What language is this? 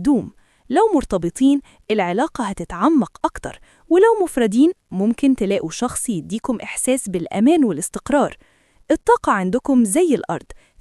Egyptian Arabic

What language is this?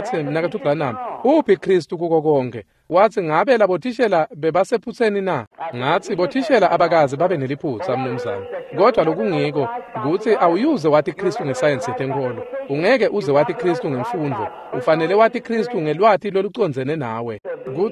Swati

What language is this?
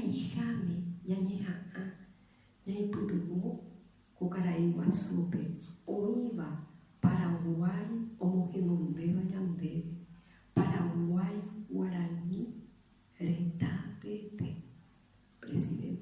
Guarani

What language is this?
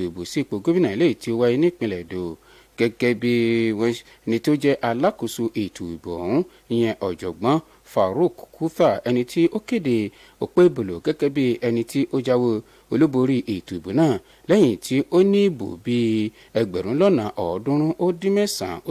Yoruba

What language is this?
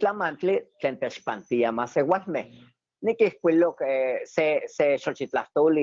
Eastern Huasteca Nahuatl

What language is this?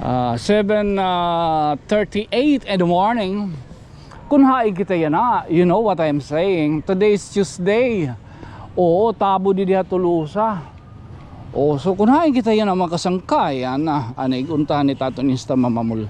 Waray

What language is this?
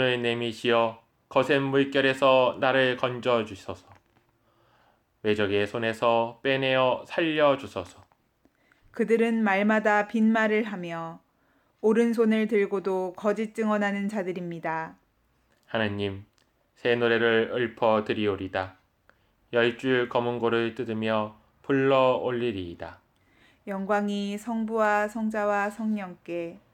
Korean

